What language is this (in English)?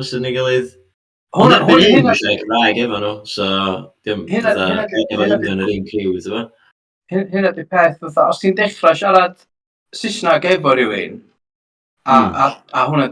Welsh